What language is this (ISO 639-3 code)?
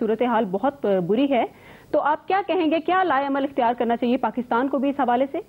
urd